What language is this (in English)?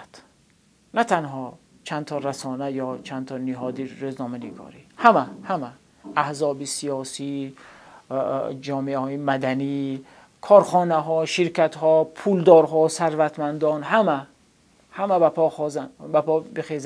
Tajik